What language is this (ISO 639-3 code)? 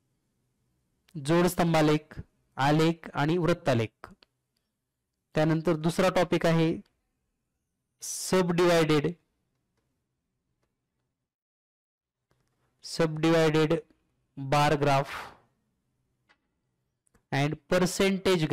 mar